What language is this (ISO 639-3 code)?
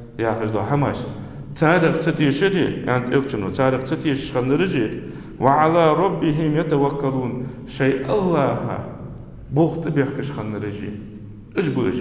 inh